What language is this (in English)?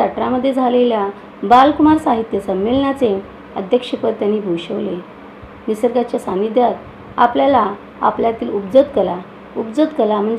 Marathi